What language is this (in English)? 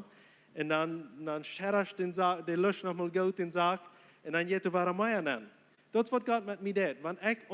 Plautdietsch